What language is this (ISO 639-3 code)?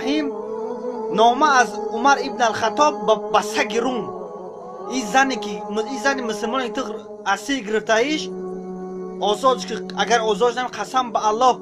tgk